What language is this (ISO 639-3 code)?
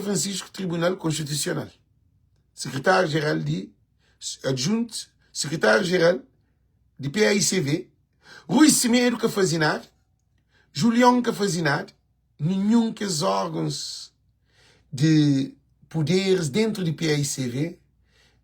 kea